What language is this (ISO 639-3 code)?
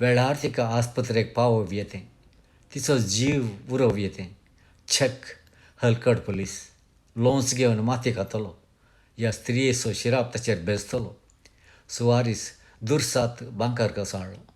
kok